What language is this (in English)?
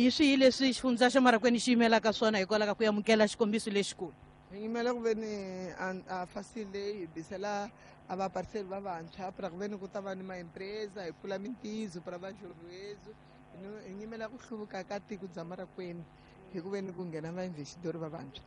Tsonga